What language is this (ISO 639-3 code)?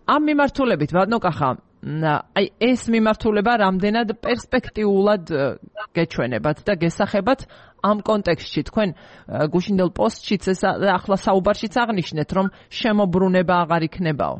kat